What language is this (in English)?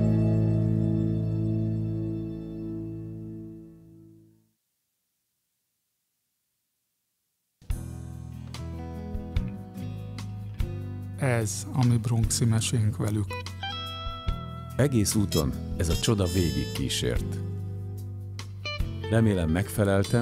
Hungarian